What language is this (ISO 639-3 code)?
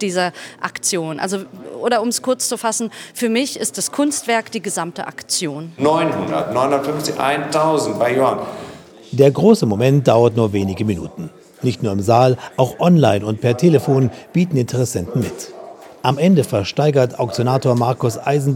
deu